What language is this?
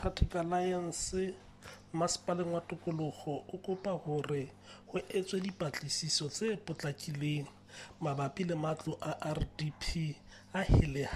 Southern Sotho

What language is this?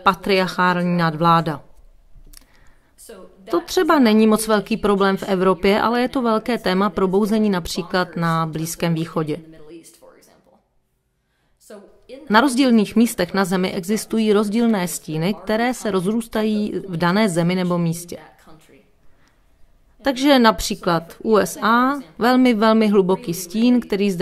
Czech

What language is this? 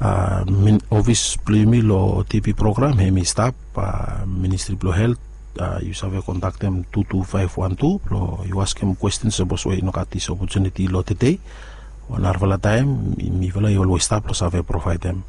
Bislama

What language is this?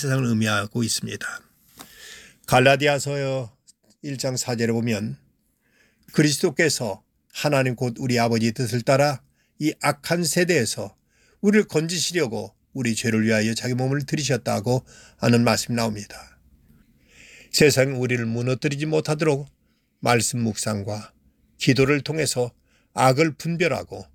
Korean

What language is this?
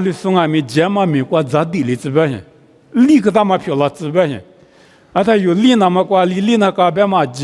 Lisu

